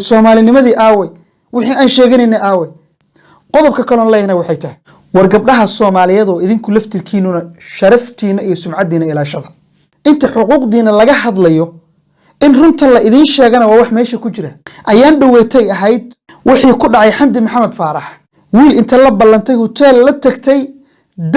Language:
Somali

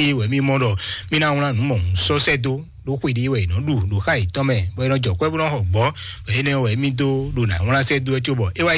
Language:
Fon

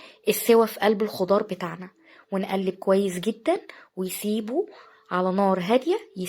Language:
Egyptian Arabic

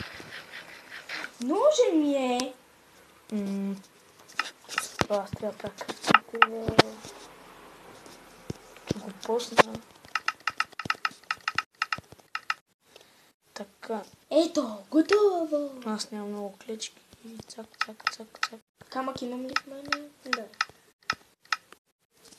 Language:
Bulgarian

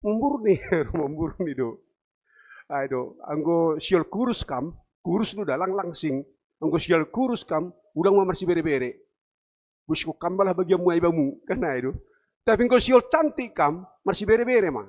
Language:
Batak Simalungun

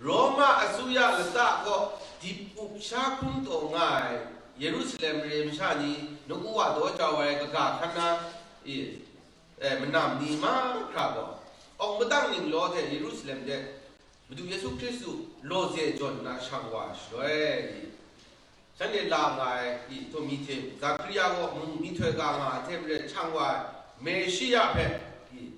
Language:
Kachin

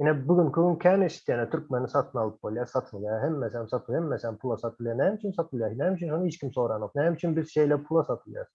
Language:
Turkmen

